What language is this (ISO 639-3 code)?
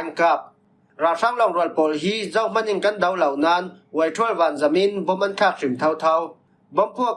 cfm